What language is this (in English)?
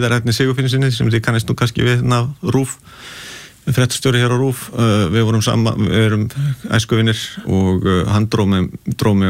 Icelandic